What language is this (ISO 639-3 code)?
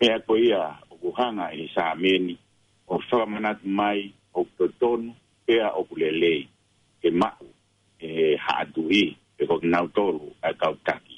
ton